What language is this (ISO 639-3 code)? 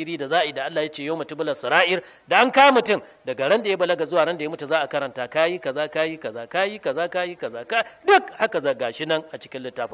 hau